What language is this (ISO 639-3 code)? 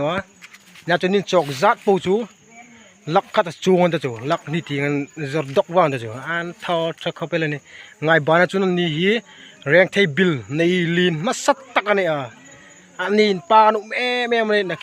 hmr